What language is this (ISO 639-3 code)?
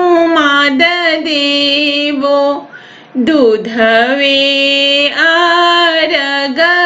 bho